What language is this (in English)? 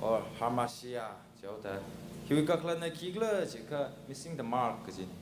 Tangkhul Naga (India)